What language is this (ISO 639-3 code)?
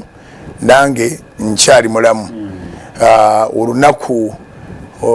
lug